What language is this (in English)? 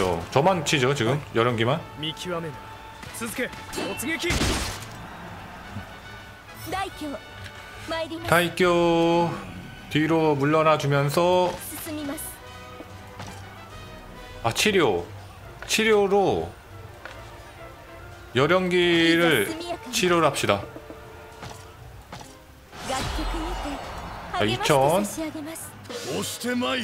Korean